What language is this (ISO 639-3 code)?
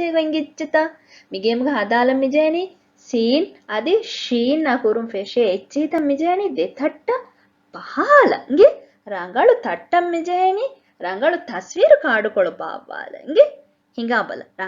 div